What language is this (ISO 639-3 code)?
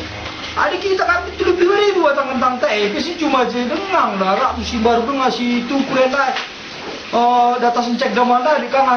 btx